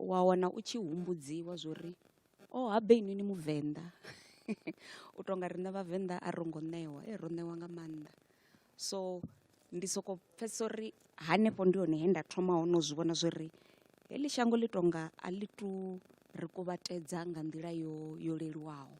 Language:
Venda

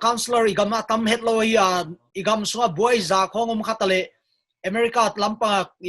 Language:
Paite Chin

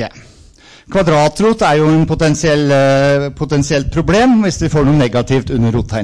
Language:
Norwegian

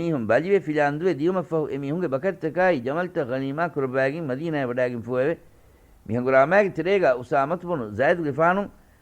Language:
Divehi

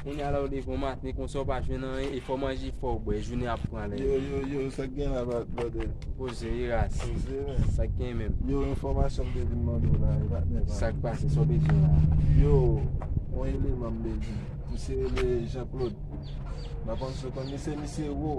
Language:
Haitian Creole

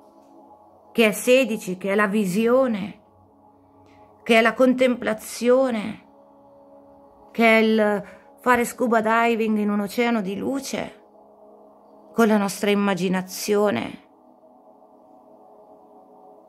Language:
Italian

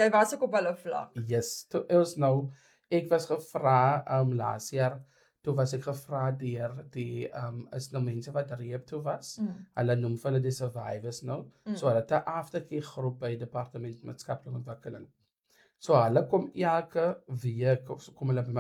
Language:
Afrikaans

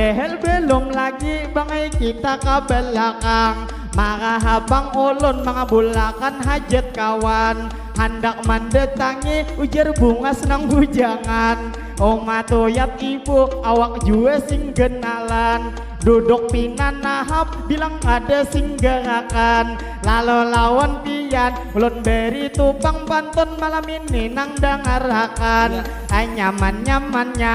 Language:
Banjar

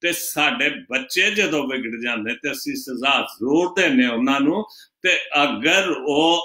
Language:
Punjabi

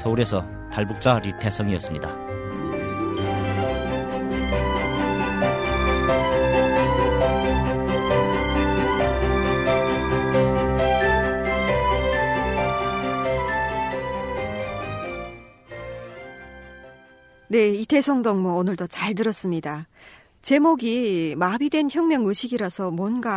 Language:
Korean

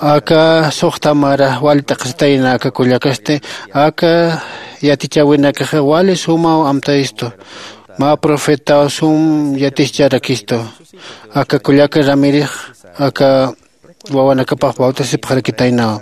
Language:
Aymara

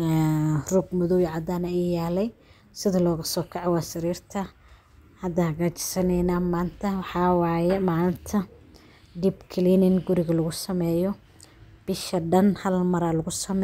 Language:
Somali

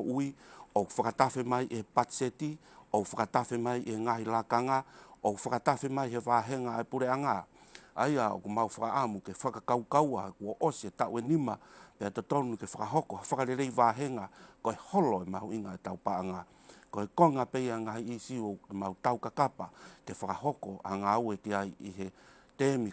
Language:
Tongan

